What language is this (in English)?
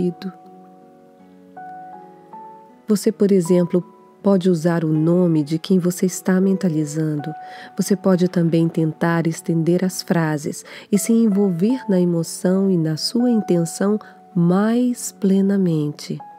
Portuguese